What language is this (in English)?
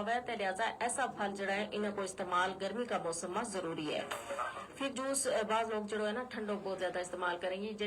Gujari